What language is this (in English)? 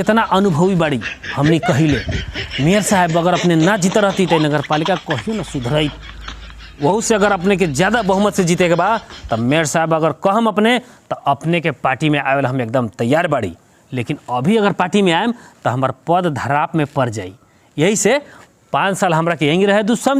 Bhojpuri